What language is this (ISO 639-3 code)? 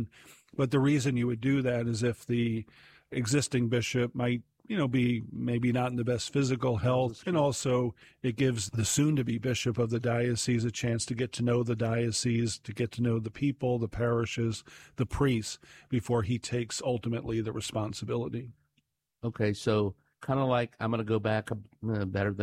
eng